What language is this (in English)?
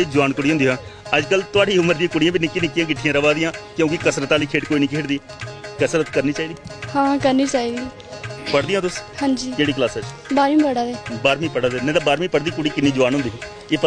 Dogri